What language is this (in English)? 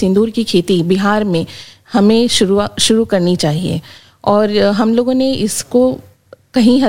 Hindi